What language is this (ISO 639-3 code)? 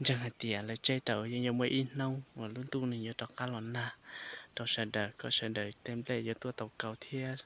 hmn